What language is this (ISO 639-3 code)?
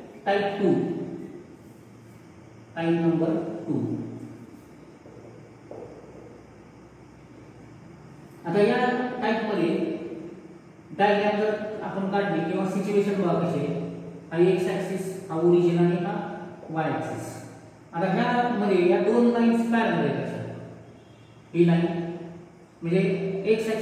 mar